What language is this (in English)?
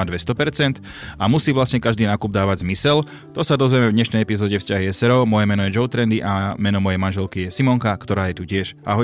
Slovak